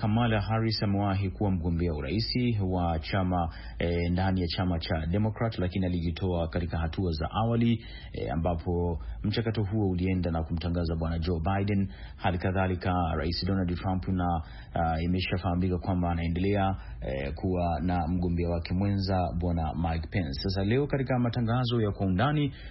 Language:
Swahili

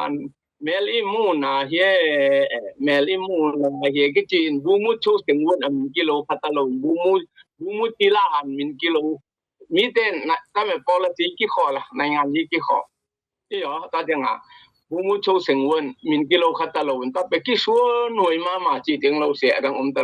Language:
Tedim Chin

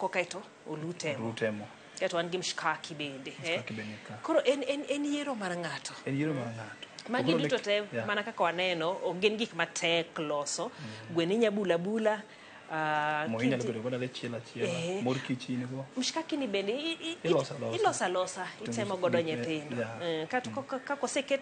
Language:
Luo (Kenya and Tanzania)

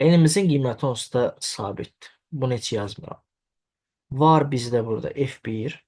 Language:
Azerbaijani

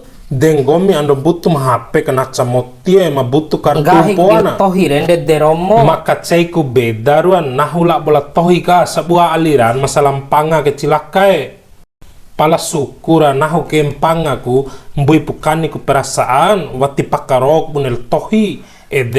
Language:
Bima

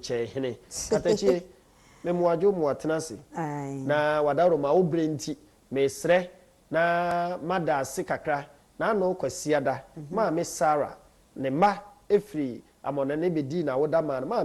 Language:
Akan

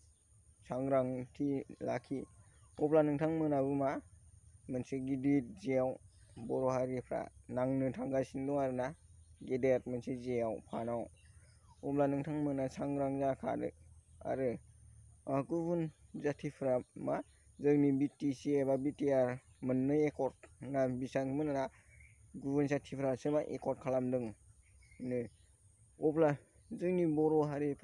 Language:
Bodo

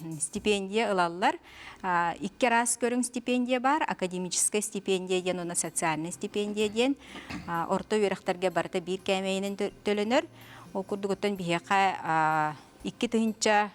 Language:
Yakut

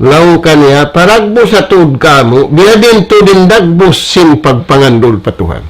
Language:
Tausug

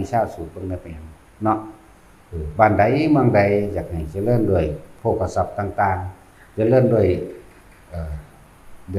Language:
Northeastern Thai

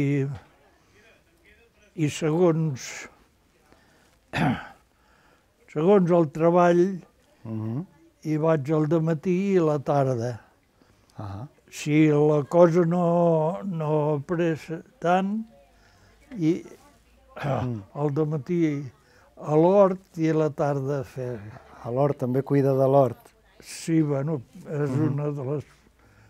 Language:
Catalan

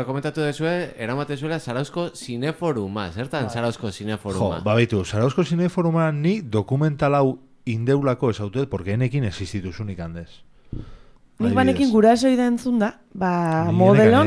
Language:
Basque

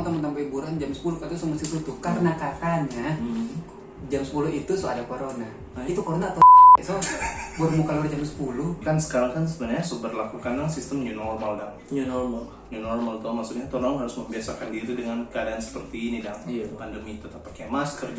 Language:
Manado Malay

